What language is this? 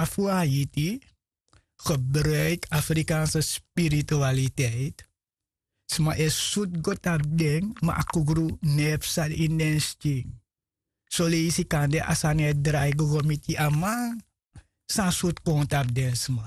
Sranan Tongo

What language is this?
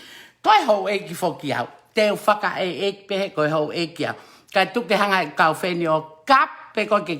Tongan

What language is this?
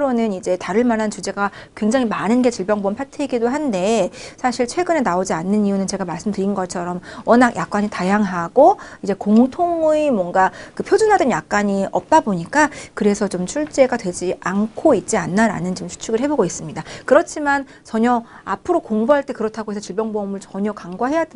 Korean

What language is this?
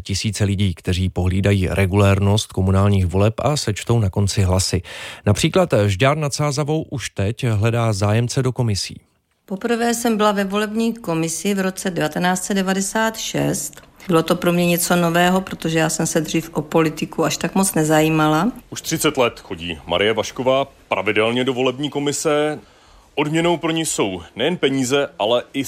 Czech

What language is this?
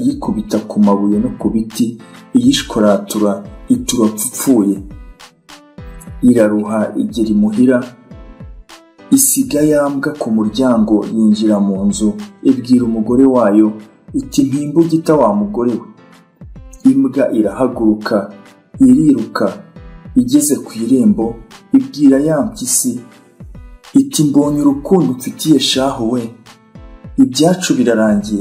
Kinyarwanda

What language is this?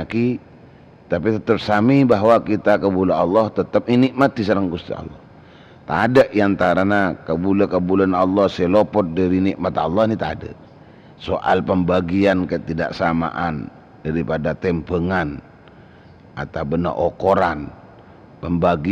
Madurese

